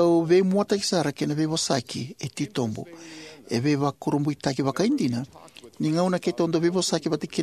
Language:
Fijian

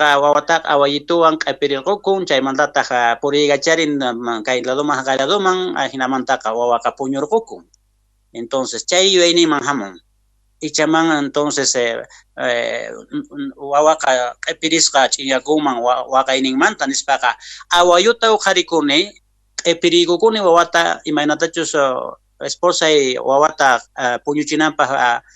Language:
Quechua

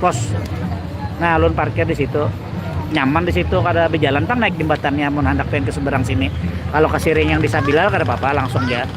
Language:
Banjar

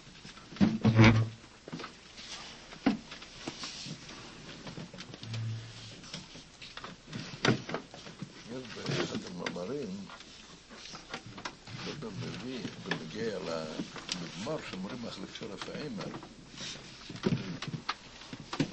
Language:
Hebrew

